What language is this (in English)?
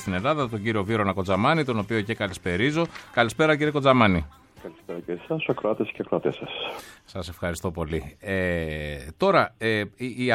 Greek